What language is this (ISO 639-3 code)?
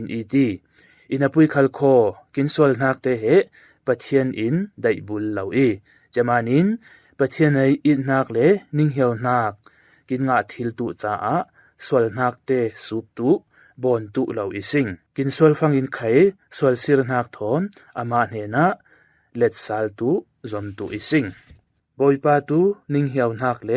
cfm